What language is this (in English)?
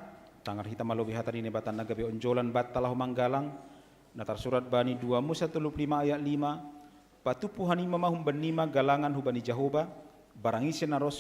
Batak Simalungun